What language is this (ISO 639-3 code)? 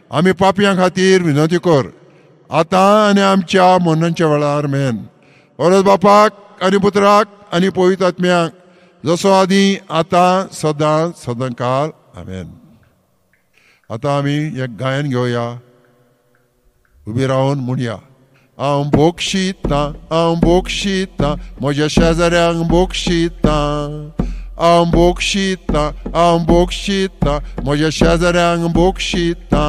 kok